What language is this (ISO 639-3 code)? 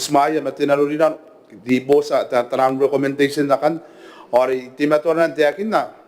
gil